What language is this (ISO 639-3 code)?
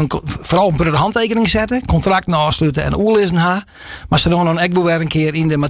fry